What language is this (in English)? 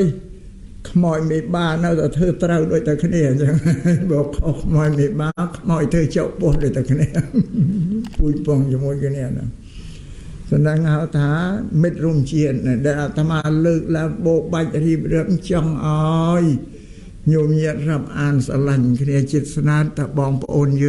Khmer